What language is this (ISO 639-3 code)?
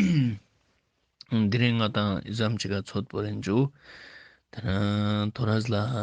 lbj